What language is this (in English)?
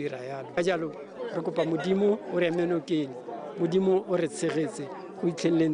Tswana